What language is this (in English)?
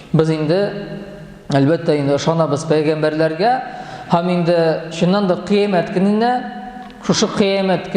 Tatar